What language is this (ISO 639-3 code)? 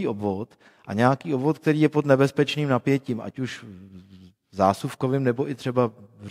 ces